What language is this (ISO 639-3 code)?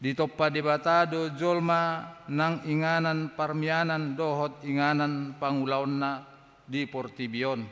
bbc